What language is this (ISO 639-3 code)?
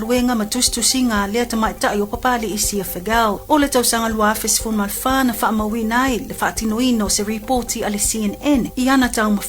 smo